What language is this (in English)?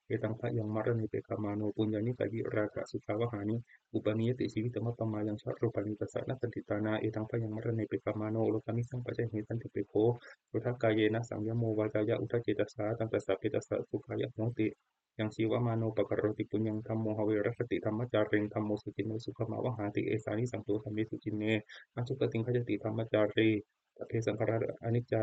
Pali